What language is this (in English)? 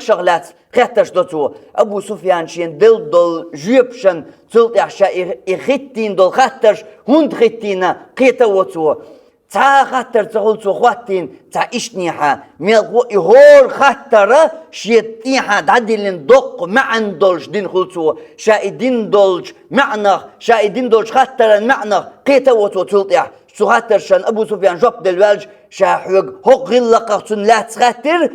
Chechen